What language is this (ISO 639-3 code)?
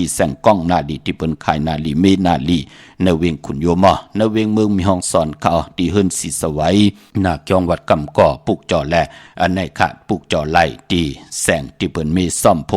shn